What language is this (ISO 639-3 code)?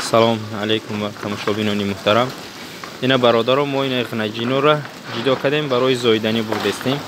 tgk